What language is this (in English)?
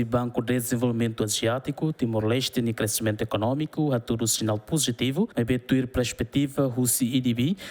Tetum